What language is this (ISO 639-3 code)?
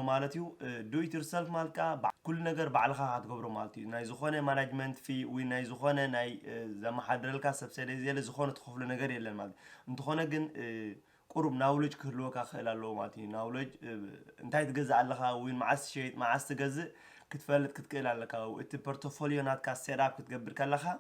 tir